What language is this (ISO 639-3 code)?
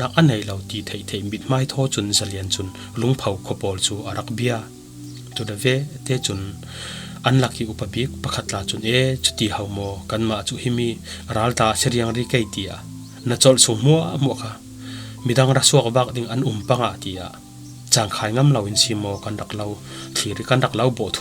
cfm